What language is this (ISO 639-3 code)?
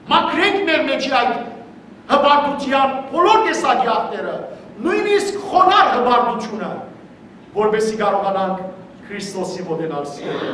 hyw